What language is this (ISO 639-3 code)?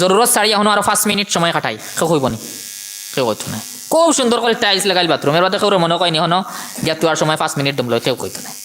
syl